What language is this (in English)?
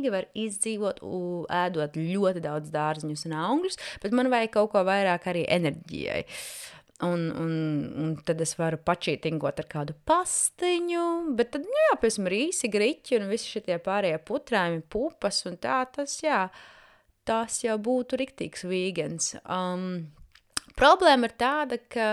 Latvian